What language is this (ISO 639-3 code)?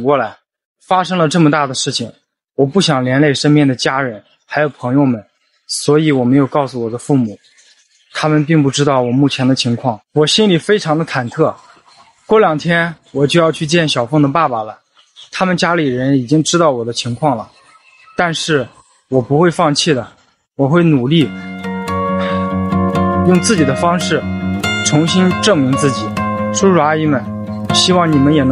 zho